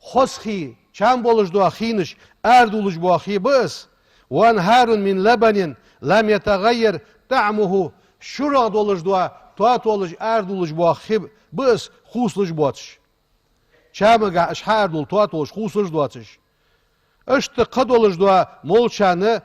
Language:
Ingush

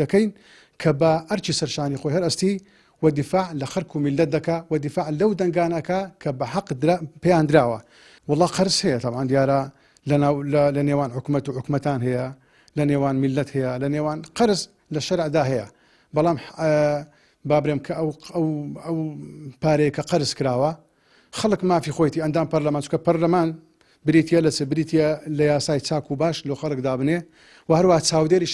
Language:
Central Kurdish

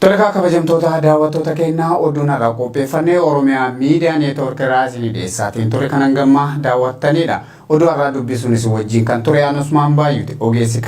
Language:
Oromo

